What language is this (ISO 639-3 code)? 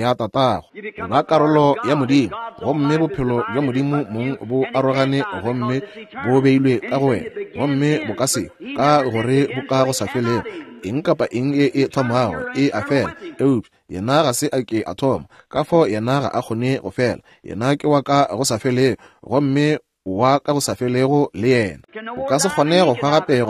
nso